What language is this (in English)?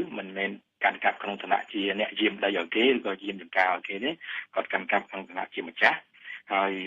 Khmer